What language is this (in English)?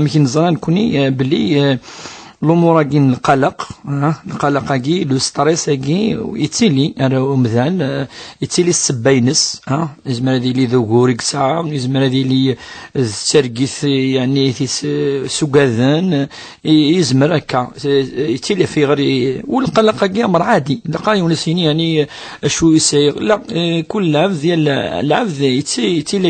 Kabyle